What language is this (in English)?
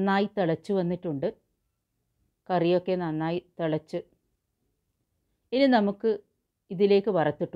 Malayalam